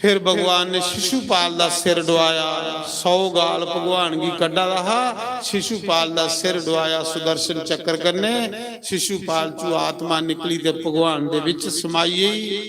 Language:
Dogri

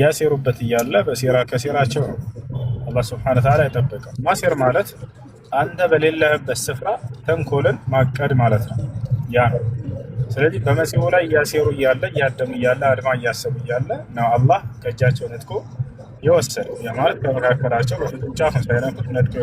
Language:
Amharic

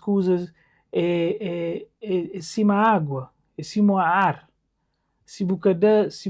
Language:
Kabuverdianu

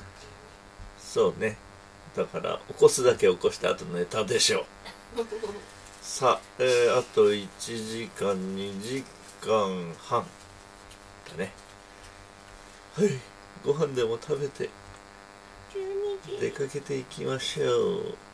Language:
Japanese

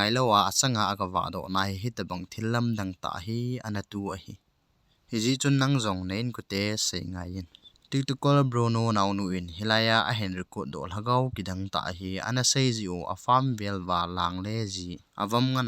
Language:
Thado Chin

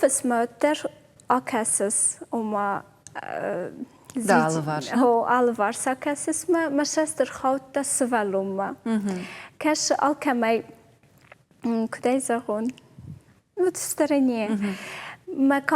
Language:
Ossetic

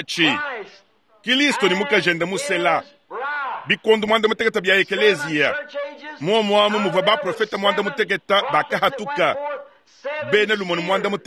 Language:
Luba-Lulua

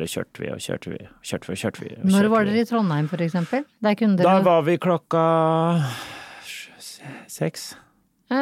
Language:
Norwegian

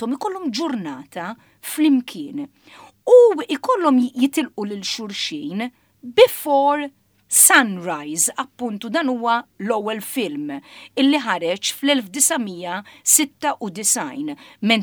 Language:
Maltese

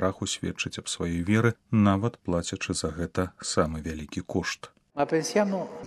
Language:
Belarusian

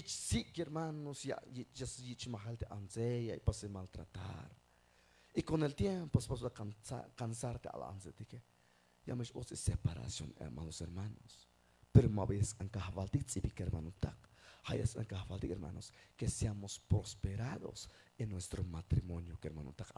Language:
Tzeltal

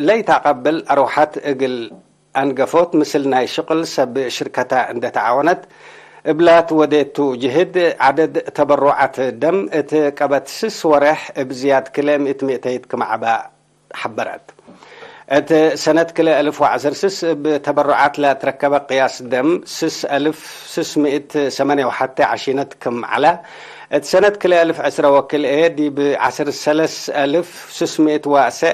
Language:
Tigre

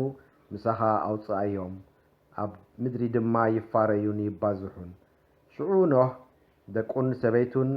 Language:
Tigrinya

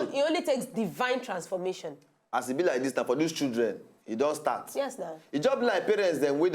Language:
Nigerian Pidgin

